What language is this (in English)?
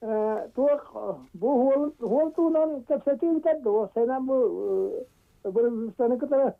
Yakut